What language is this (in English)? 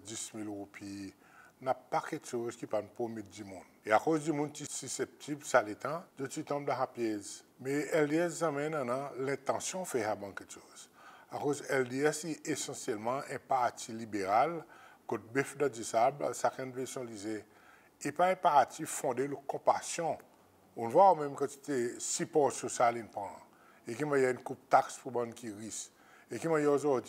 Seselwa Creole French